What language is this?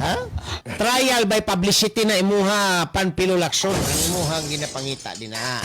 Cebuano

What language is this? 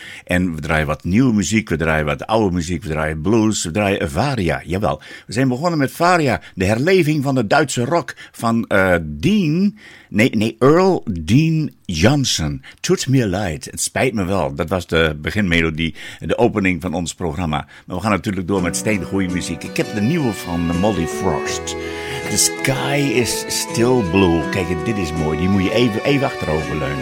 Dutch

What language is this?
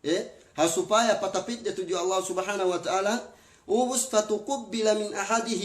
Yakan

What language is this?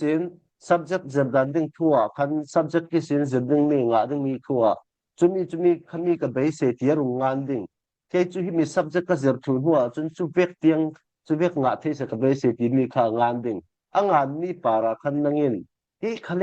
Falam Chin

